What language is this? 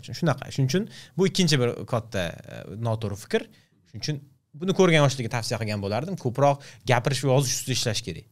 Uzbek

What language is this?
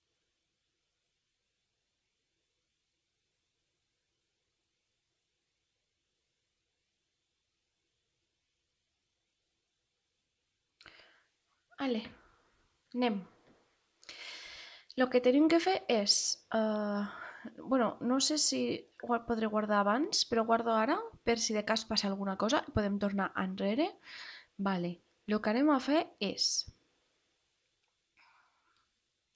Catalan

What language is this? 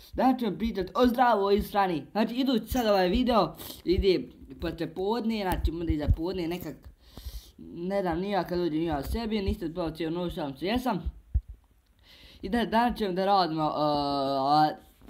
Bosnian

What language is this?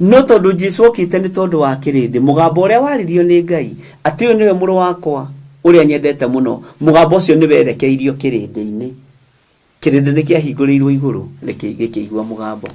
Kikuyu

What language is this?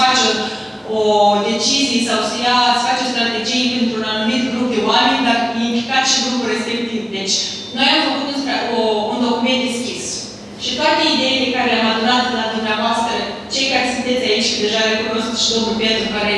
Romanian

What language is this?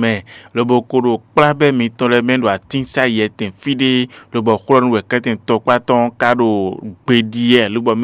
Fon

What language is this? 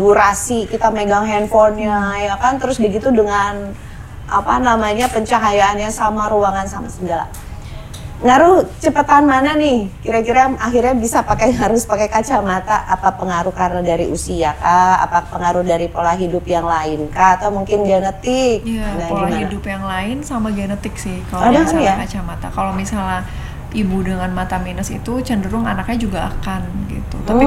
Indonesian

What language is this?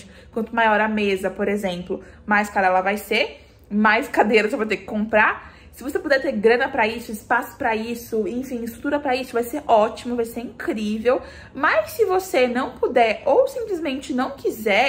Portuguese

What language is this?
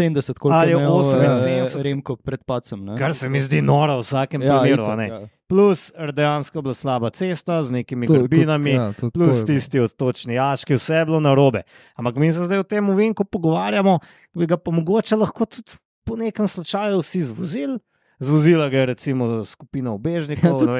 Slovenian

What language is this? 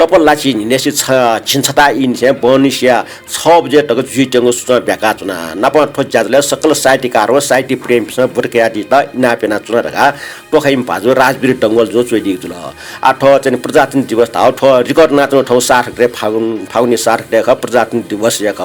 Newari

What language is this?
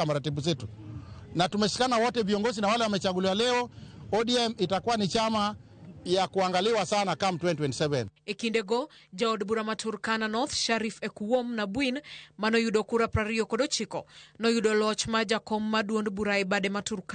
Luo (Kenya and Tanzania)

